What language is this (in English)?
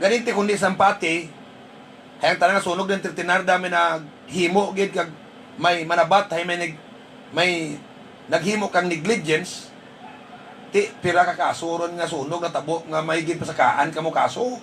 Hiligaynon